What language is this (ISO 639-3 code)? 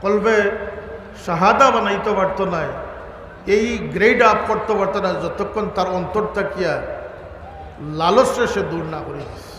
syl